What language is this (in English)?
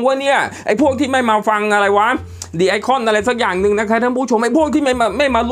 Thai